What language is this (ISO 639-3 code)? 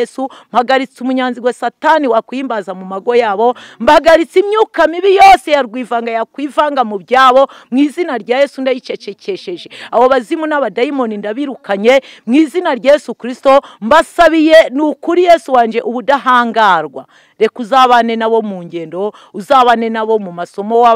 kin